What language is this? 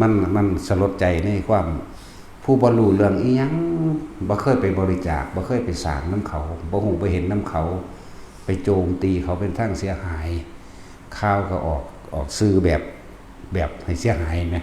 Northeastern Thai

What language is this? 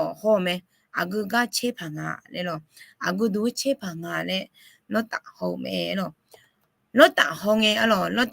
Akha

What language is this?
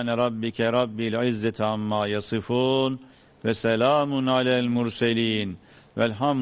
Turkish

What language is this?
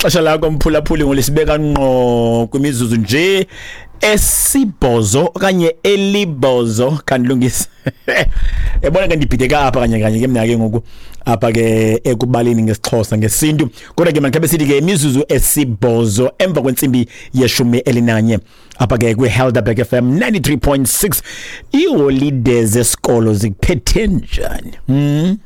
Xhosa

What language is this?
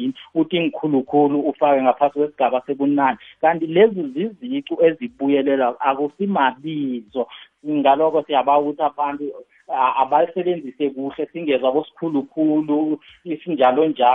South Ndebele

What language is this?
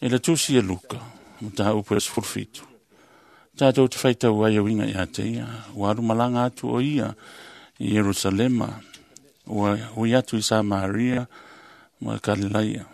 Samoan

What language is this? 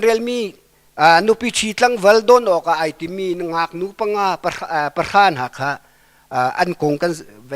Hakha Chin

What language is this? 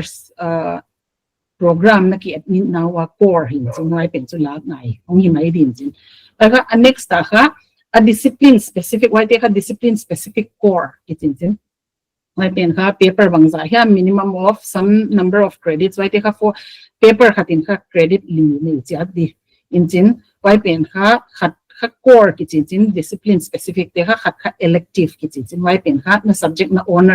Paite Chin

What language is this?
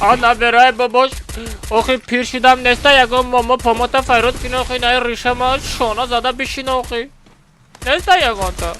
Tajik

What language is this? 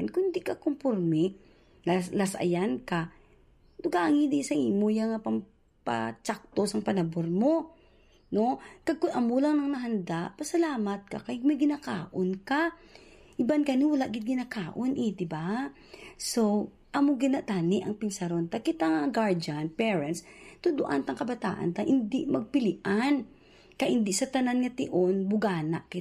Hiligaynon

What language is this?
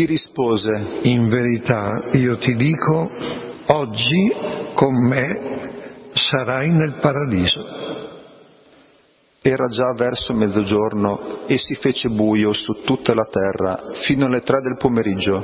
Italian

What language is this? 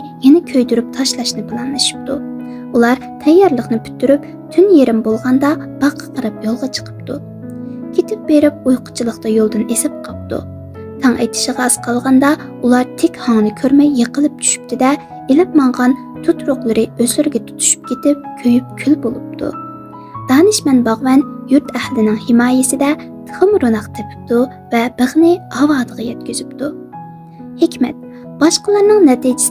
Uyghur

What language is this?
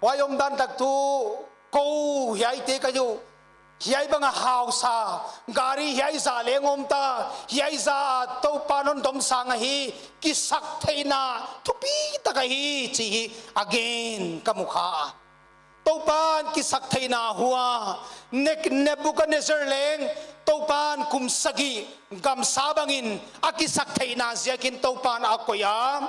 Paite Chin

